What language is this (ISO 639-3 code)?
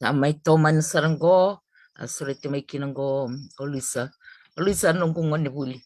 fij